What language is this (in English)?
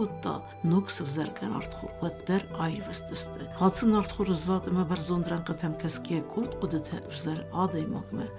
Ossetic